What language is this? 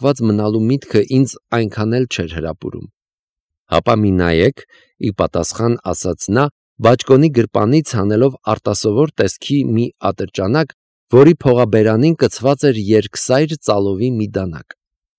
Armenian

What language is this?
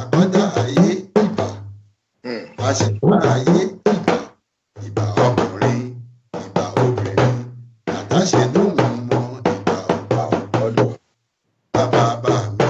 Yoruba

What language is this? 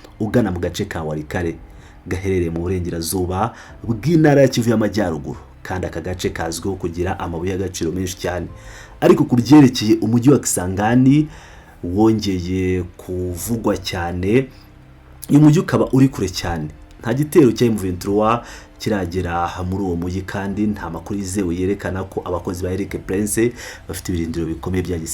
Kinyarwanda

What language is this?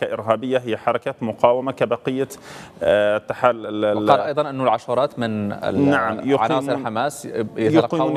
Arabic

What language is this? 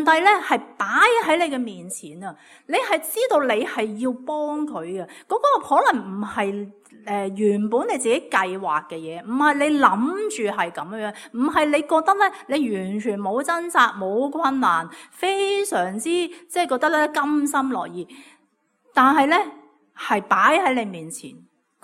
Cantonese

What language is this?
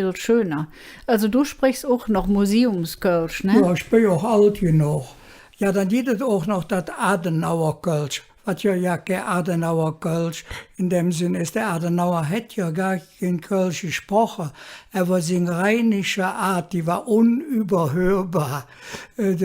Colognian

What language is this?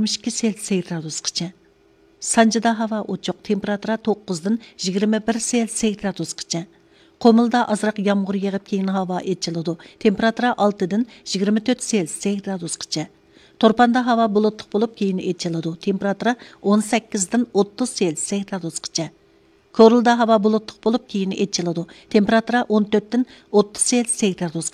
Uyghur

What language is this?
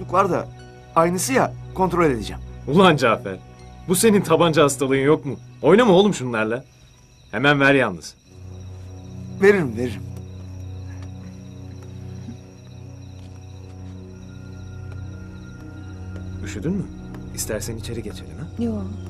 Turkish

